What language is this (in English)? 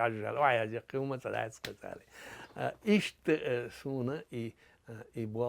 Chechen